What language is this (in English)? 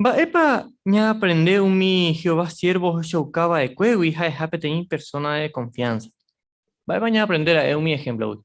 Guarani